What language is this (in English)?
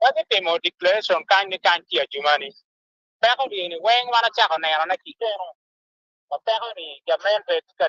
Acoli